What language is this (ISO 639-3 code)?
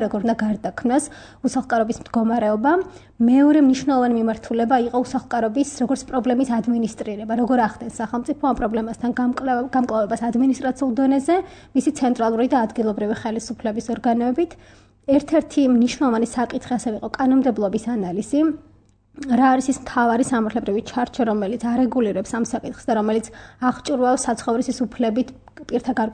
kat